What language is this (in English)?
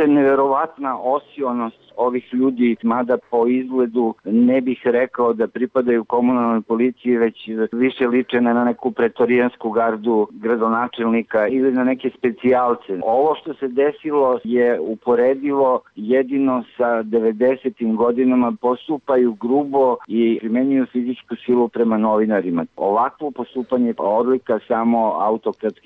Serbian